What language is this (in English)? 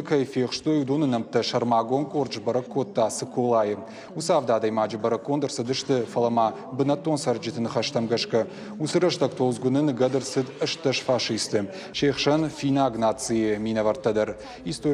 Ossetic